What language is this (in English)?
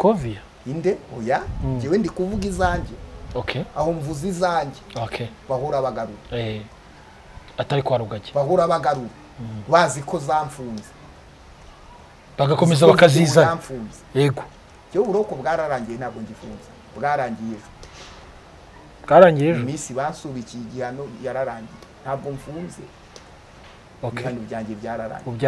Kinyarwanda